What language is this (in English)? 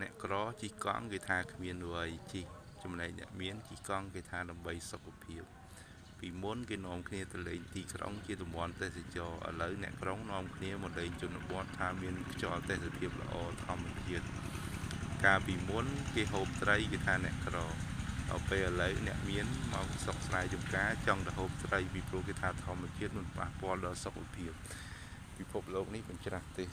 Khmer